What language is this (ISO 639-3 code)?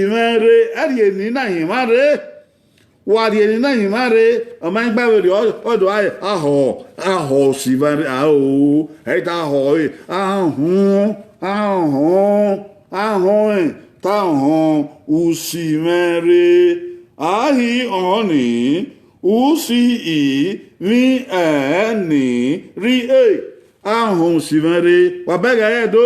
bin